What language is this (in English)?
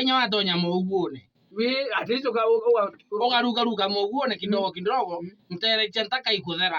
Meru